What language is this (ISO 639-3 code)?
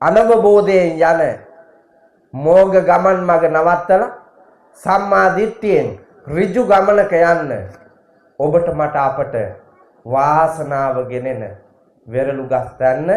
sin